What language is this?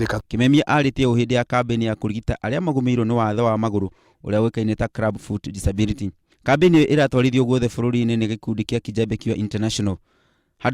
Kikuyu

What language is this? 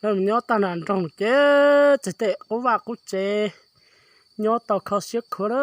Hmong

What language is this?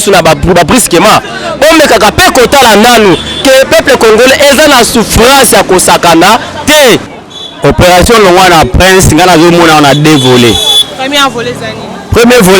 Lingala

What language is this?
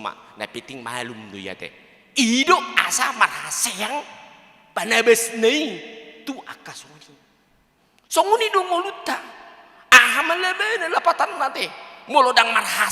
Batak Toba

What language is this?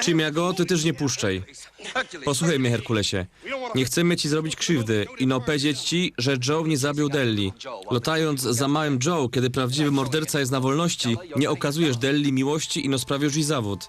Silesian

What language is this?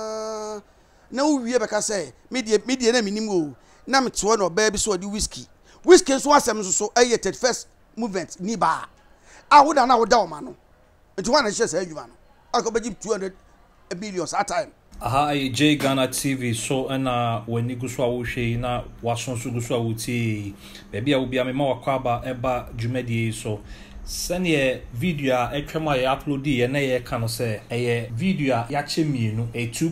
Akan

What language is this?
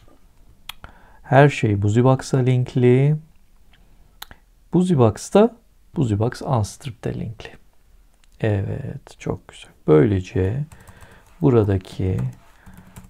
Turkish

